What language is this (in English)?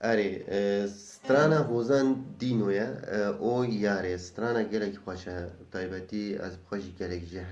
Kurdish